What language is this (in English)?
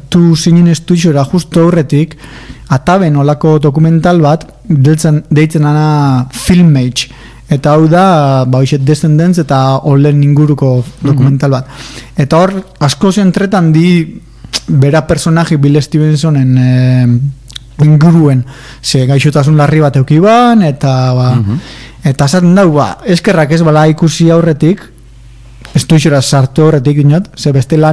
Basque